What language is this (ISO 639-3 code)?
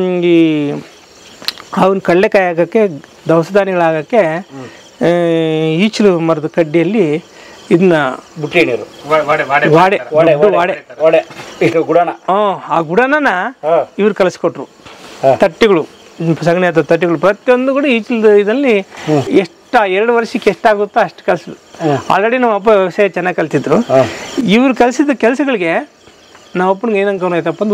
kan